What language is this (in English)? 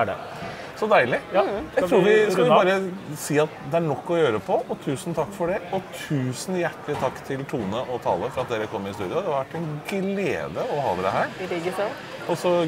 Norwegian